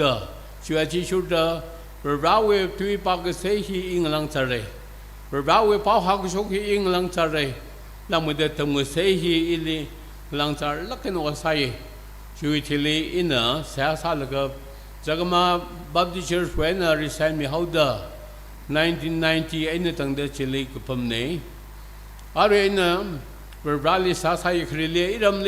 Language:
Tangkhul Naga (India)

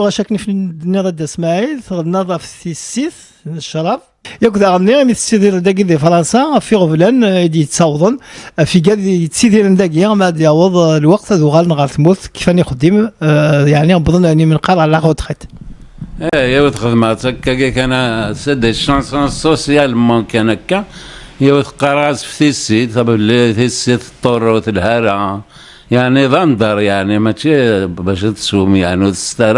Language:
Kabyle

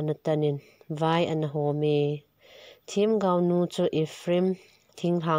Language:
Thado Chin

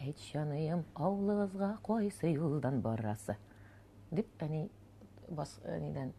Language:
Tatar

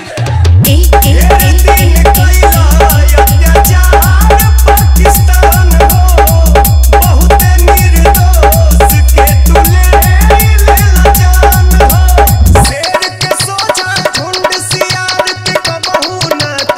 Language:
Bhojpuri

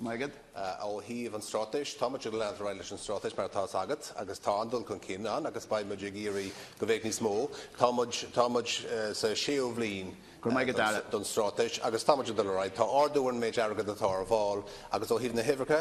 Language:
Irish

